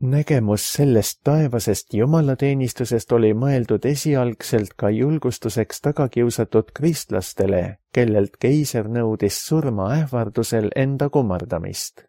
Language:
Estonian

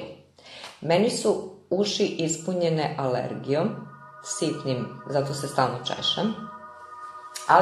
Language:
Serbian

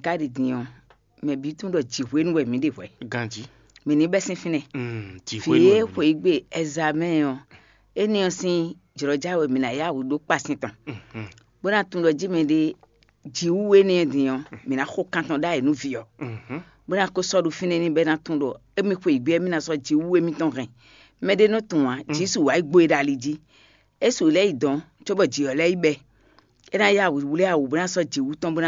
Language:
Fon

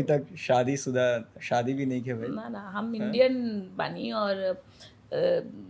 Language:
Bhojpuri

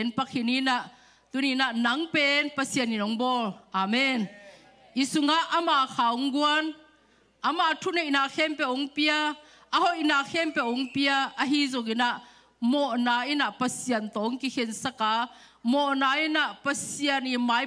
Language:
Tedim Chin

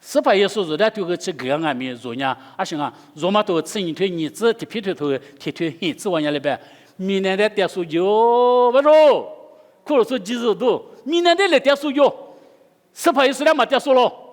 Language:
Lisu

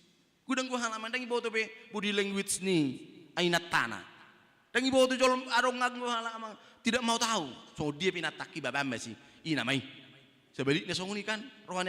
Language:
Batak Toba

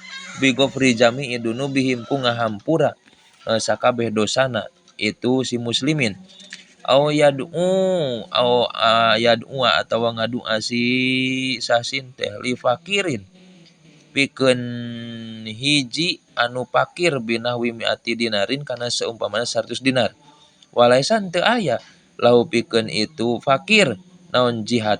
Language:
Sundanese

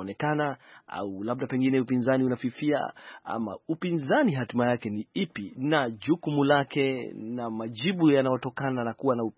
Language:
Swahili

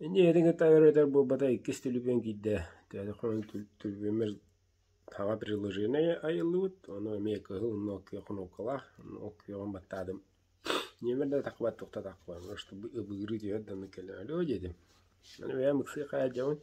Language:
Yakut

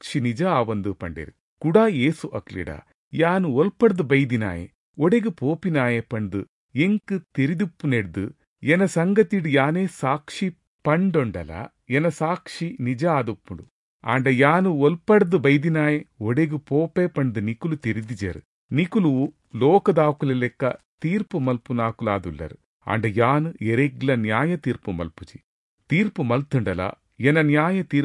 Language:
Tulu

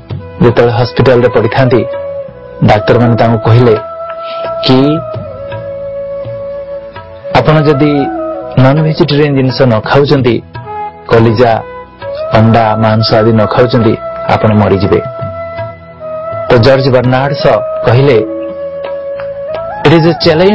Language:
Odia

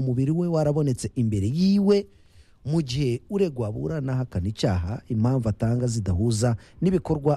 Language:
Kinyarwanda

